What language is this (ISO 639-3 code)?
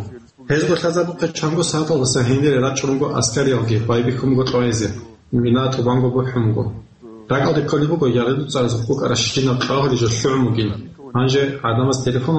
ava